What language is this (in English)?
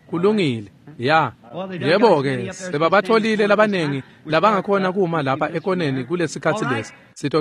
Swati